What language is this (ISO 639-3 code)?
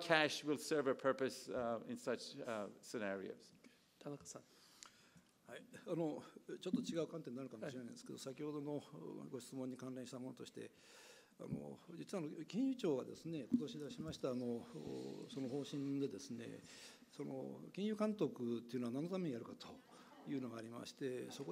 jpn